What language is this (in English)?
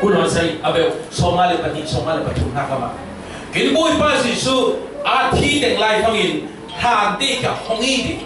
Falam Chin